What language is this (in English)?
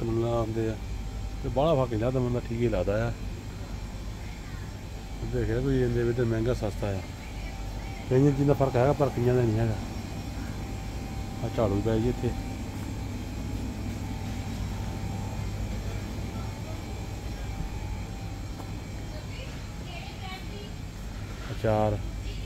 Punjabi